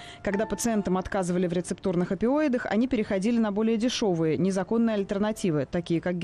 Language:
Russian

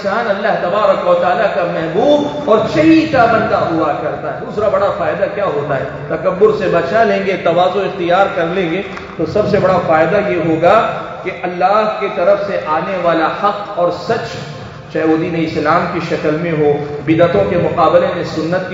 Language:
Urdu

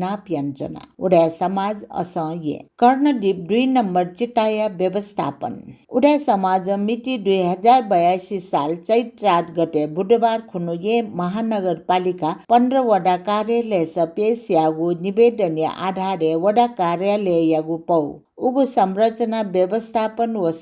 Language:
Newari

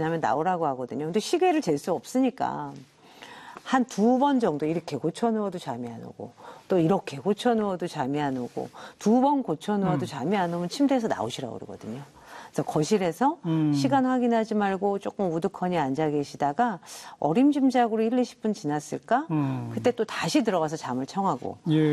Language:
Korean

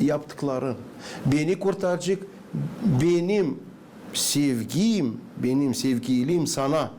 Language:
Gagauz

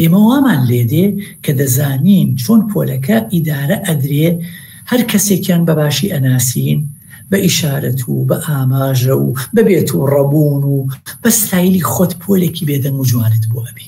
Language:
Central Kurdish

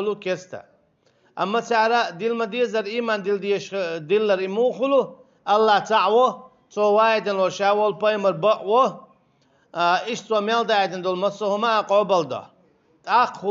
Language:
Chechen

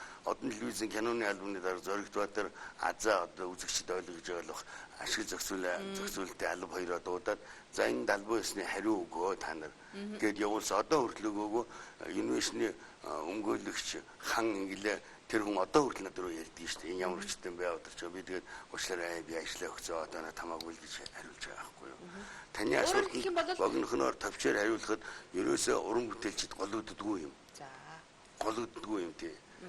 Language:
Mongolian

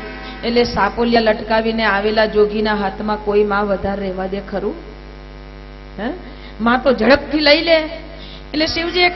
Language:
Gujarati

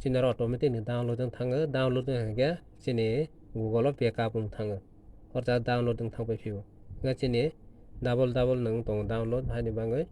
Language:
Kok Borok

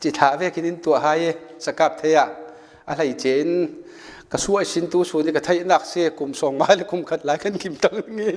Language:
Falam Chin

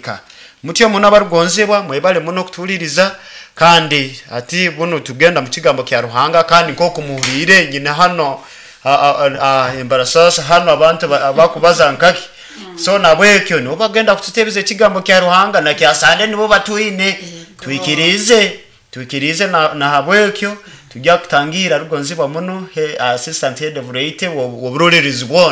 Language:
Nyoro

